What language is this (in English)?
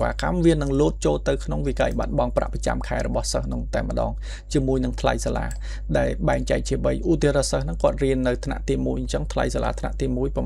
Khmer